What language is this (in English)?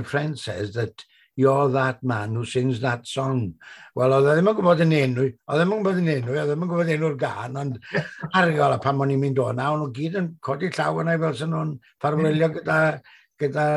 Welsh